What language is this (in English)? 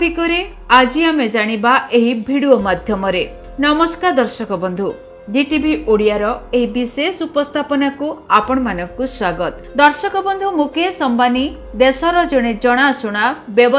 Odia